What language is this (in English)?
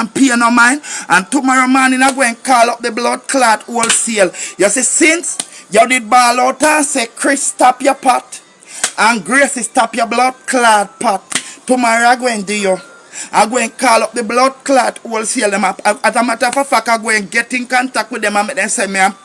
Jamaican Creole English